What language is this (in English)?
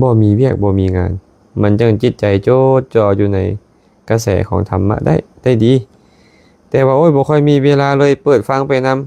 Lao